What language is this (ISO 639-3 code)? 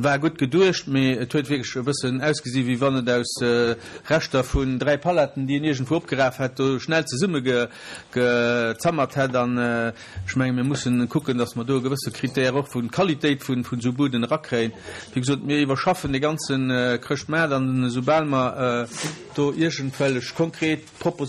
ltz